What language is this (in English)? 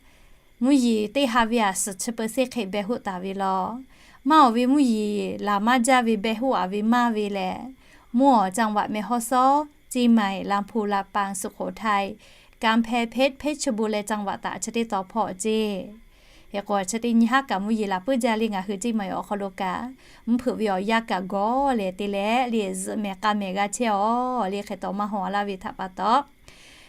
Lahu